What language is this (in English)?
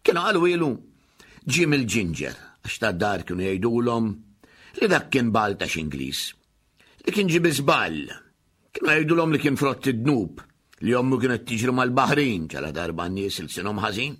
Maltese